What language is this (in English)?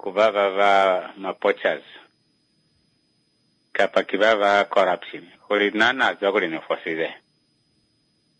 Swahili